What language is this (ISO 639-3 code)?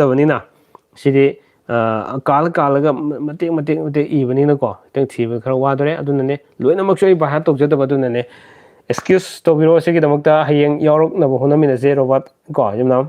mni